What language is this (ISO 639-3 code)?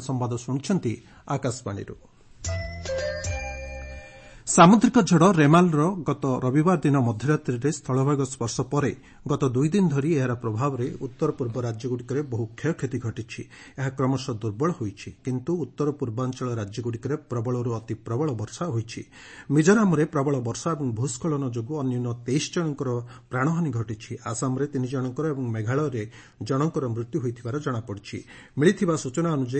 ori